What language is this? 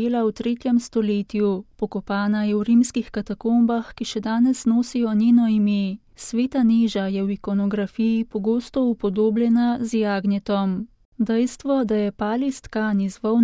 Slovenian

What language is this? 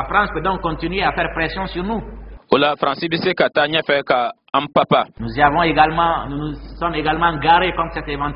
Bambara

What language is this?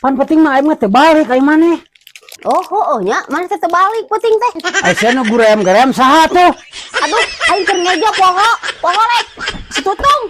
Sundanese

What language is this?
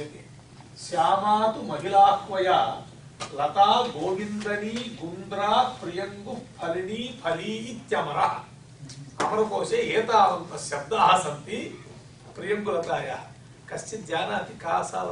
Sanskrit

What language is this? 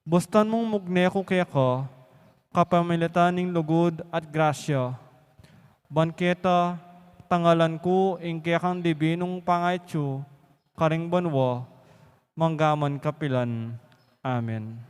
Pampanga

